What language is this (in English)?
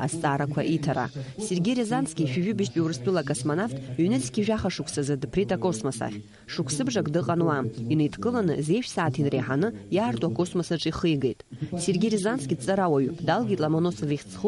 Abkhazian